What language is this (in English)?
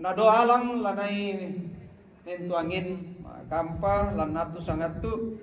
Toraja-Sa'dan